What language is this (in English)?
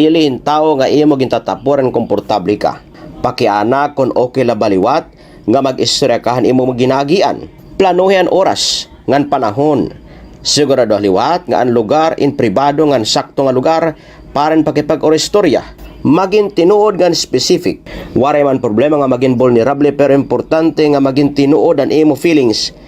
Waray